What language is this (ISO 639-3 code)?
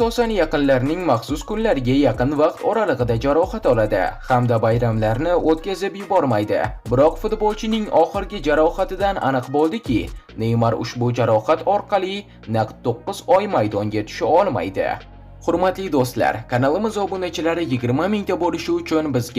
uzb